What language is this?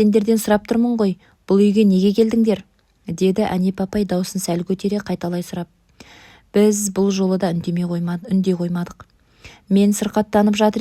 Kazakh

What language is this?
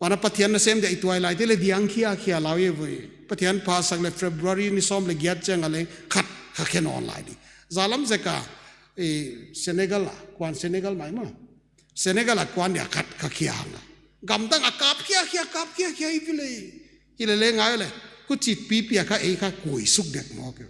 Paite Chin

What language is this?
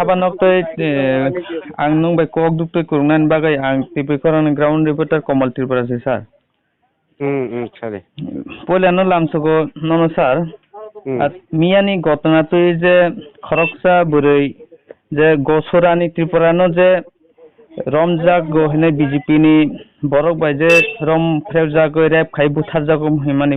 Kok Borok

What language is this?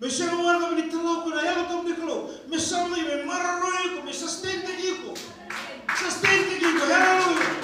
Fijian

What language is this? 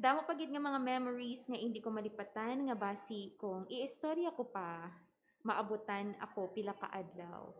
Hiligaynon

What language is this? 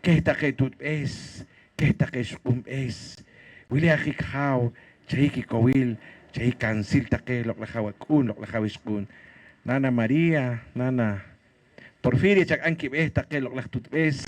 Poqomchi'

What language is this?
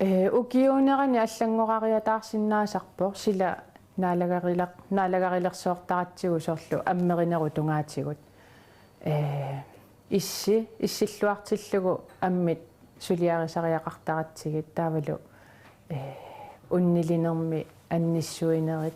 Kalaallisut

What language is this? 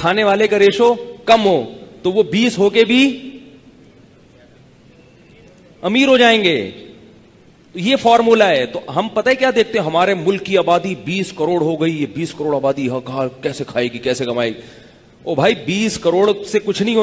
Urdu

